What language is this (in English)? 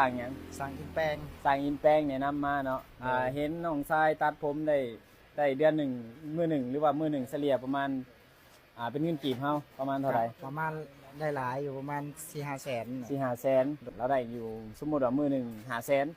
Lao